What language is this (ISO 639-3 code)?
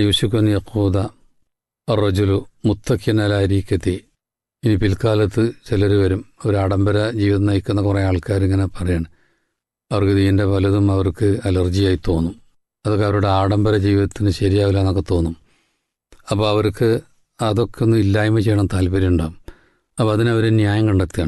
mal